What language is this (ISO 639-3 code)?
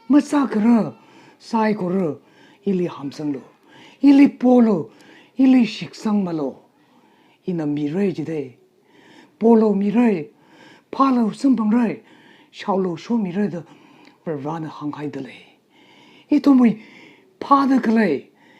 nmf